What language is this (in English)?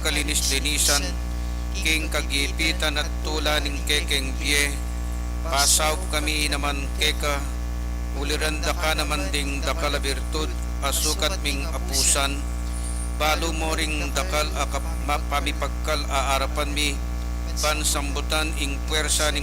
Pampanga